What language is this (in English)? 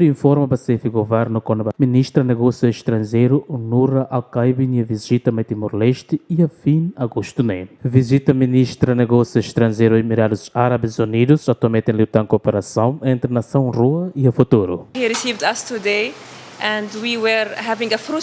Tetum